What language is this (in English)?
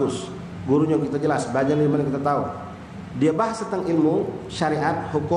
Musi